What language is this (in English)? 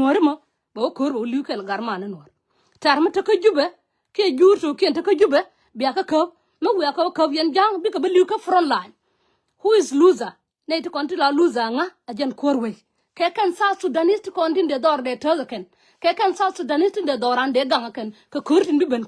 Nuer